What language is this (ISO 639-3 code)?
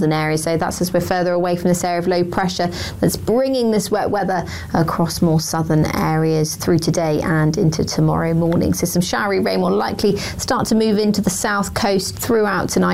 eng